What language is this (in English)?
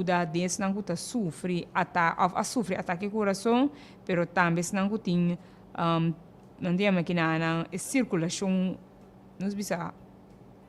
Papiamento